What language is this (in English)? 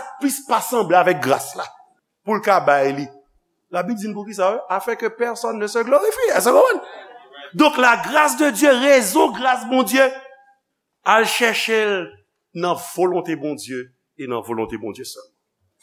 Haitian Creole